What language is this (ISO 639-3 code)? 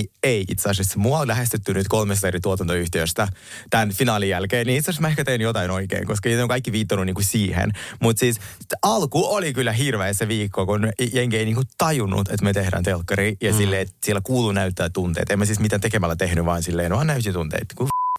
fin